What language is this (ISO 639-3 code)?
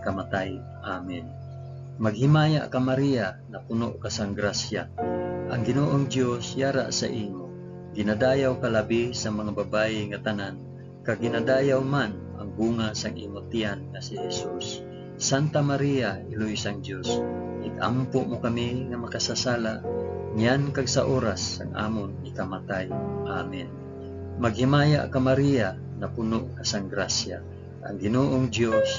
hil